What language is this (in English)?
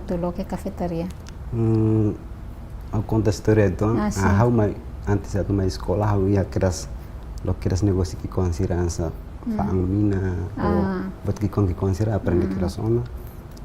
Tetum